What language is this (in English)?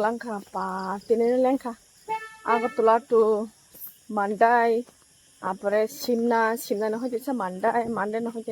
Kok Borok